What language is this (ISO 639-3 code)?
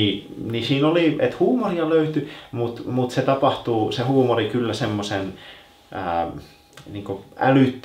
fin